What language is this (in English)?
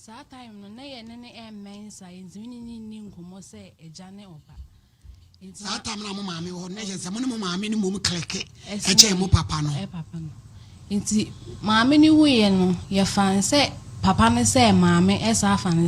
Akan